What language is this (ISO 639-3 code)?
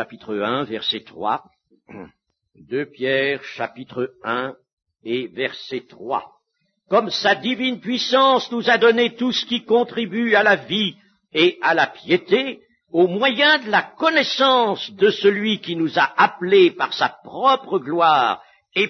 fra